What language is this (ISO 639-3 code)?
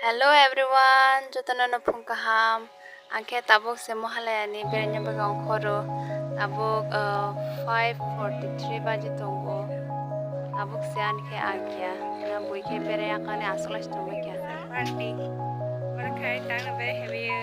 trp